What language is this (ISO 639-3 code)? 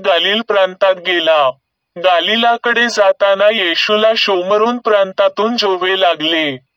mar